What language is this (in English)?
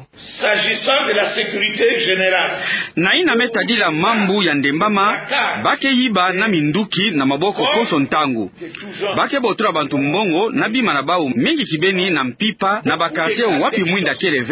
Kituba (Democratic Republic of Congo)